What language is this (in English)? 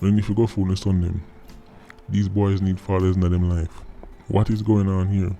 Jamaican Creole English